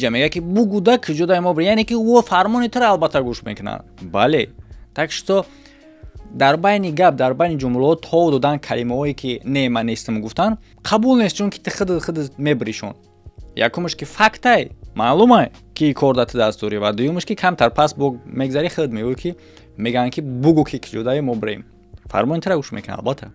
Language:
Tajik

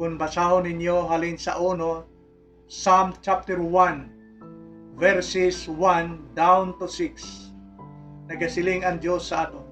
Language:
Hiligaynon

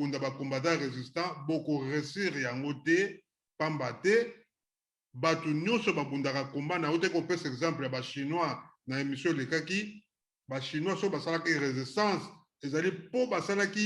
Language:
Lingala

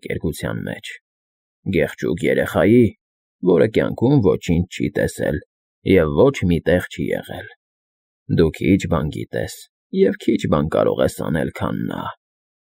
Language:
Armenian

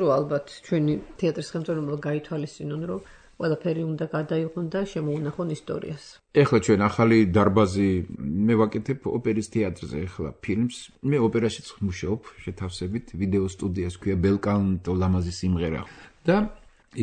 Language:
Georgian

